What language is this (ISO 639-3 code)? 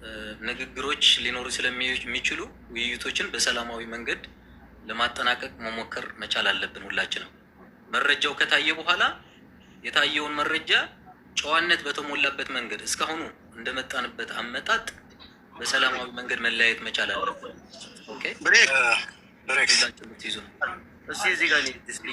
amh